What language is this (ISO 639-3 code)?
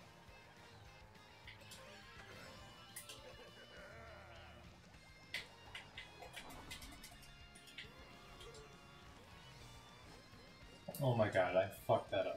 eng